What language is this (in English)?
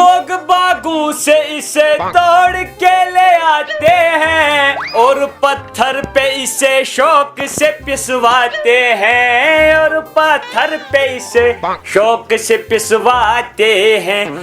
Kashmiri